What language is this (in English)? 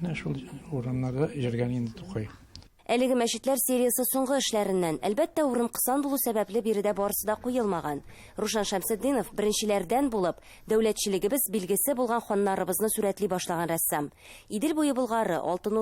Tatar